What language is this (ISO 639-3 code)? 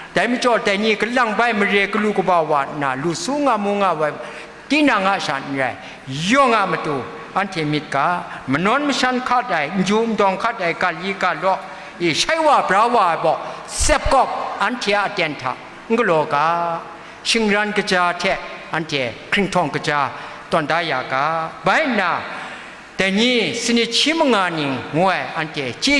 kac